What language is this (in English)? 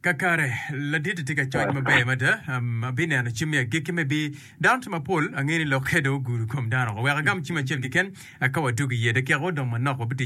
Acoli